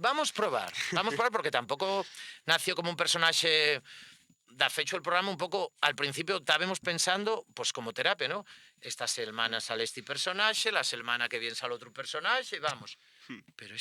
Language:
Asturian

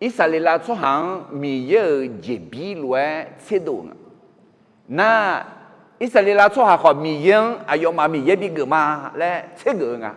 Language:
Akha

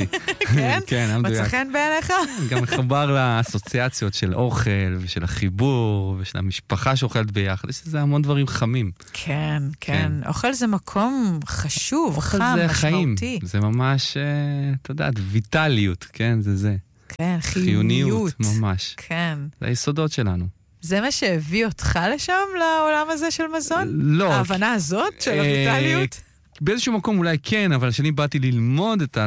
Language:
Hebrew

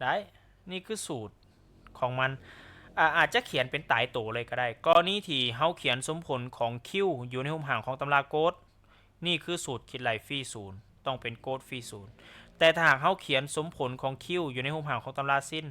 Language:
Lao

